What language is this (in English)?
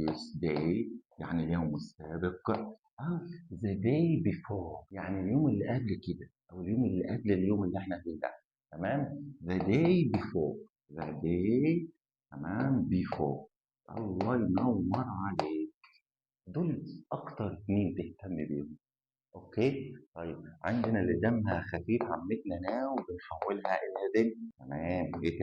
Egyptian Arabic